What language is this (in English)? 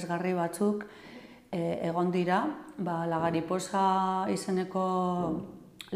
Basque